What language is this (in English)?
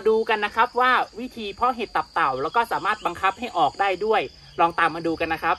Thai